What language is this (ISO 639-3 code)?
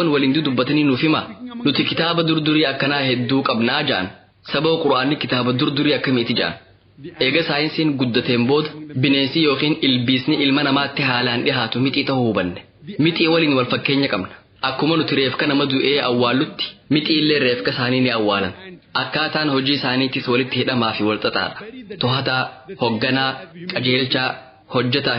orm